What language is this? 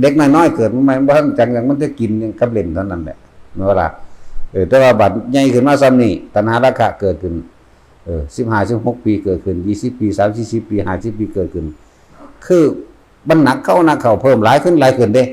Northeastern Thai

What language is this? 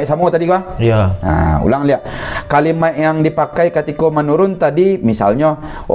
Minangkabau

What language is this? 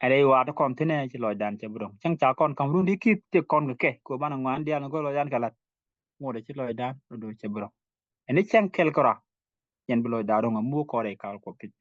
Nuer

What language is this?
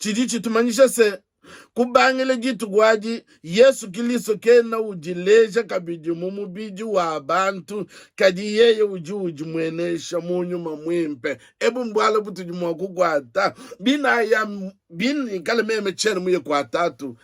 Luba-Lulua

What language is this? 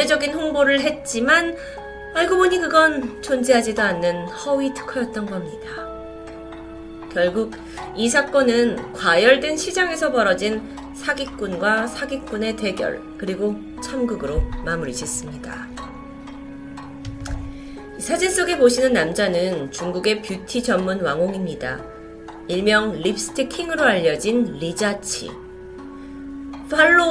Korean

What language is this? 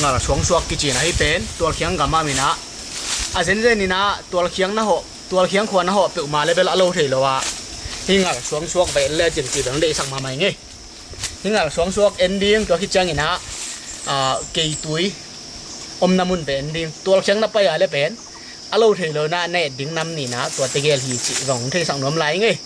Tedim Chin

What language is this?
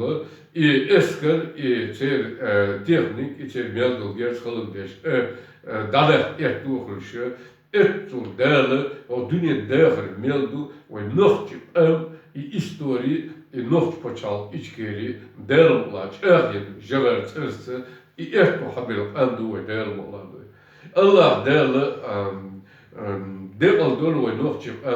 Chechen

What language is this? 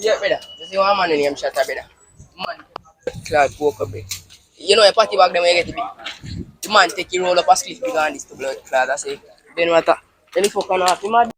Jamaican Creole English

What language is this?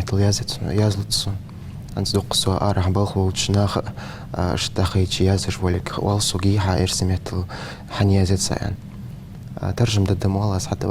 Ingush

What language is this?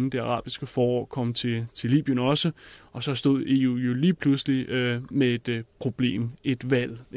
Danish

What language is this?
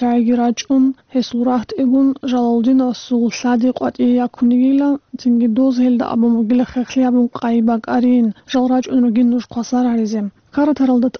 Avaric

